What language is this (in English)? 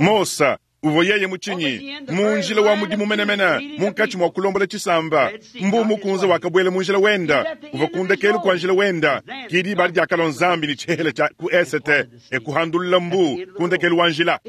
Luba-Lulua